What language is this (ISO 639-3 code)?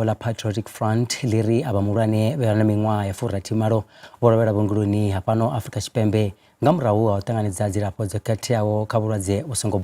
ven